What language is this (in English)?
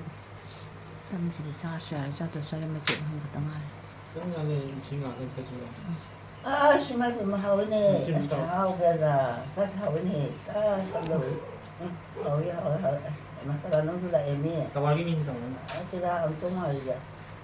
Manipuri